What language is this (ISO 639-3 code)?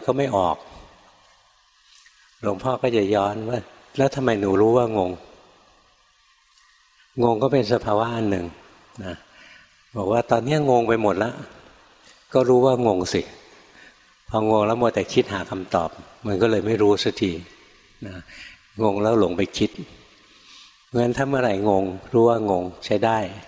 tha